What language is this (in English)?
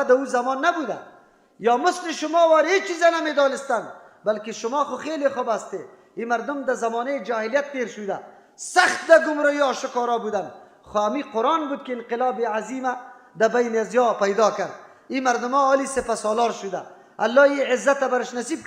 Persian